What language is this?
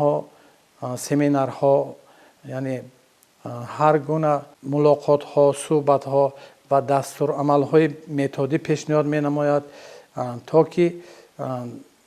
Tajik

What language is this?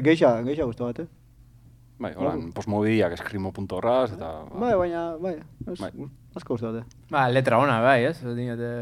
Basque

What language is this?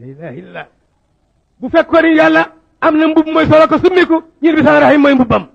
Wolof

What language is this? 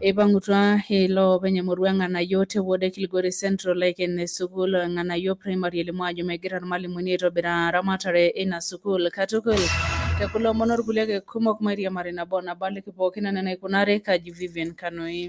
Masai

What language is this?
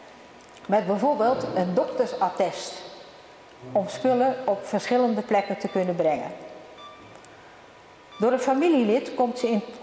Dutch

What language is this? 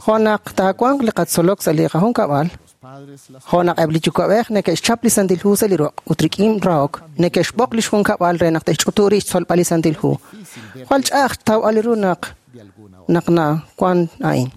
Kekchí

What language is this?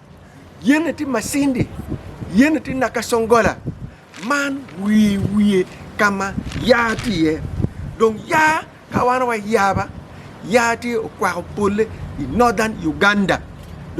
Acoli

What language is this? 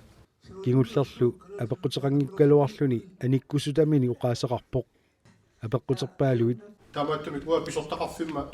Kalaallisut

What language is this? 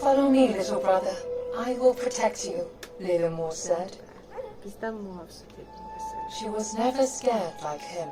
South Azerbaijani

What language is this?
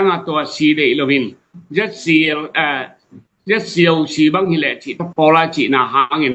Tedim Chin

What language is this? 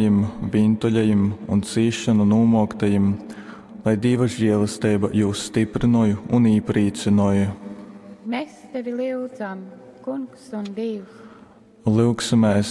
Latgalian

